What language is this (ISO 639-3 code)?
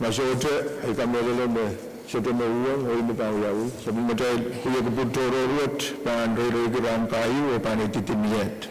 pon